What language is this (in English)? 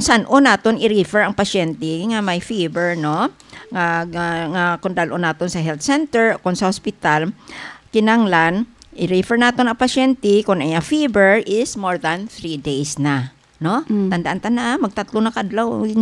Hiligaynon